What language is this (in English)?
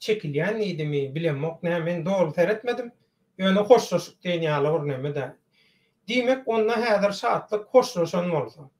Turkmen